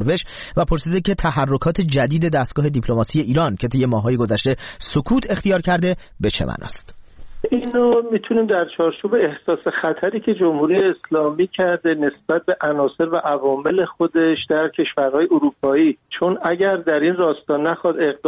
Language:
Persian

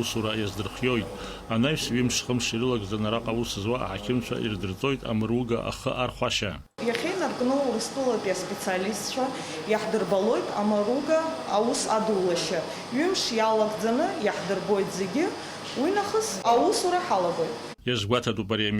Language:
Abkhazian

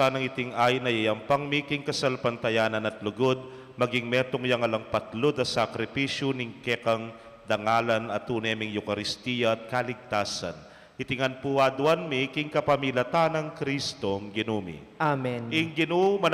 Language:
Pampanga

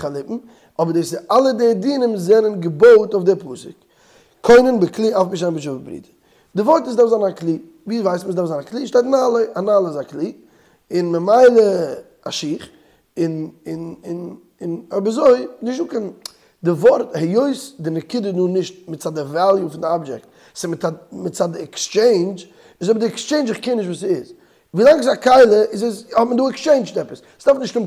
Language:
Yiddish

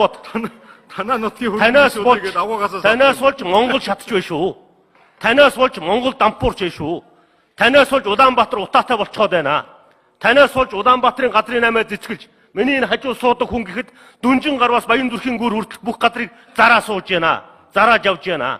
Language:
Mongolian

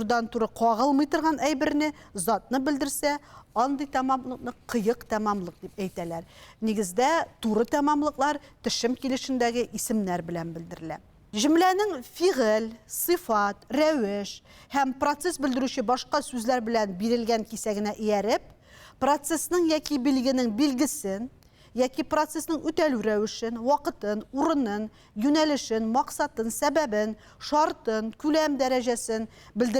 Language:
Tatar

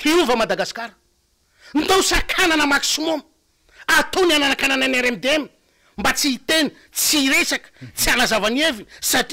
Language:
Malagasy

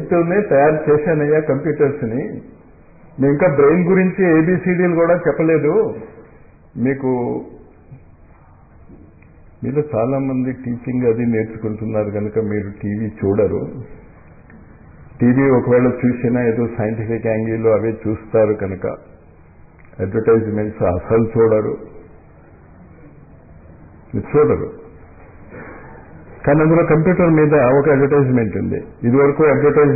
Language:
Telugu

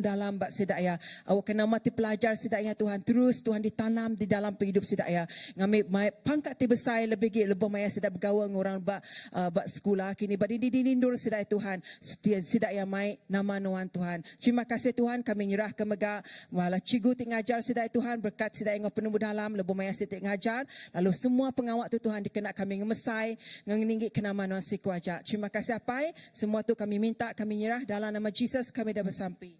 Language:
Iban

